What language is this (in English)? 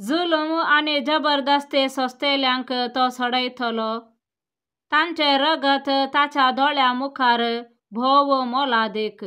Konkani